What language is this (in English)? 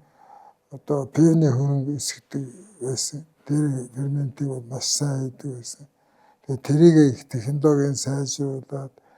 Mongolian